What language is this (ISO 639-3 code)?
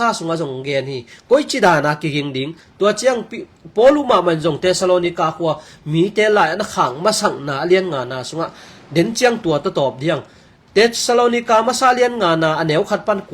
ctd